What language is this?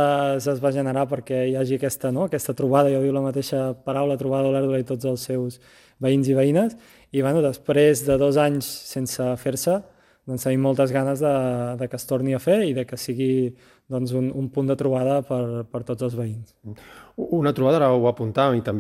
Catalan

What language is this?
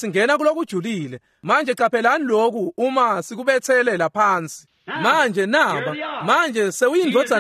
Swati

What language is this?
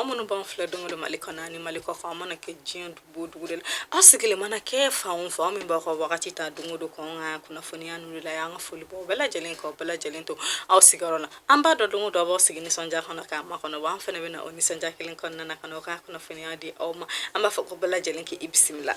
Bambara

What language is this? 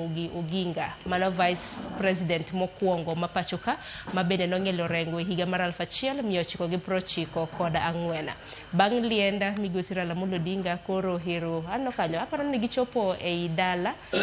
Luo (Kenya and Tanzania)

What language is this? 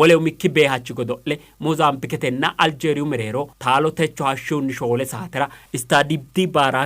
Sidamo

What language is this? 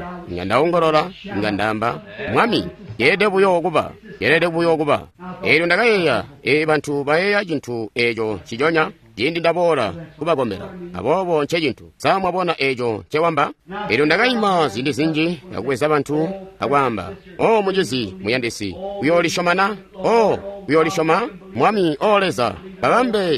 Tonga (Zambia)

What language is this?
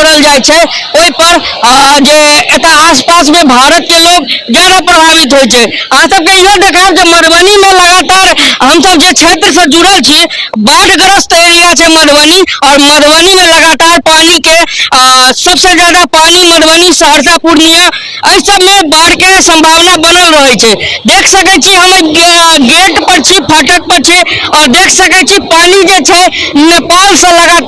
Maithili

